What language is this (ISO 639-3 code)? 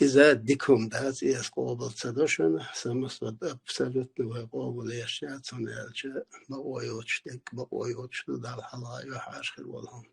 che